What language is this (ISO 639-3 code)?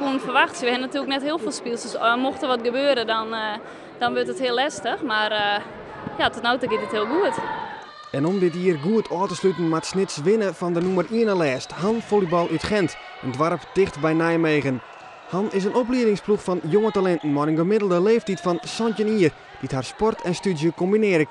fry